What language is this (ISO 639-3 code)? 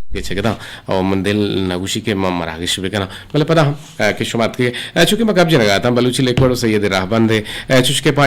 bgp